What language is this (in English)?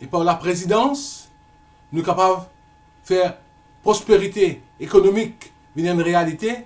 Morisyen